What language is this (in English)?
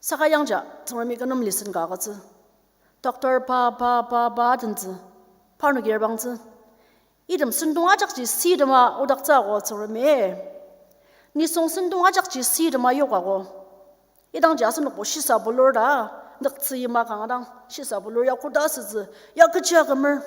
Ao Naga